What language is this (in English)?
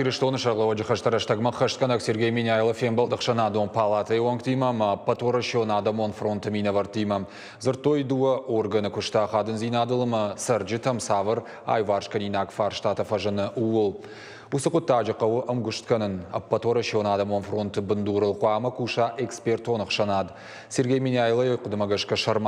Ossetic